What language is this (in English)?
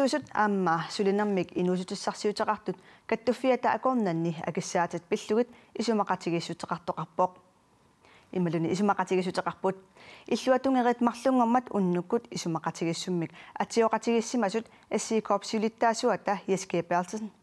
Kalaallisut